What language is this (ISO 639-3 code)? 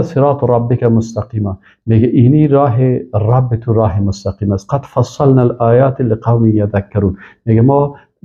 fas